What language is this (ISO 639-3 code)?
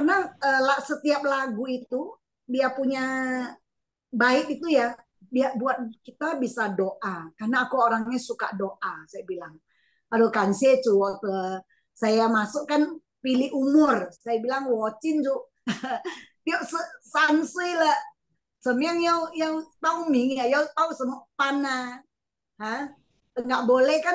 zho